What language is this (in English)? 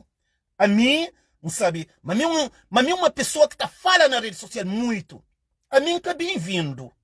Kabuverdianu